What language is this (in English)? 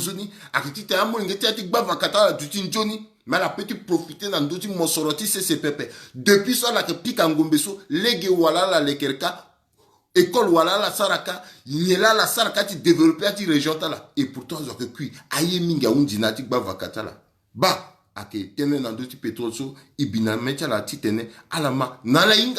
Sango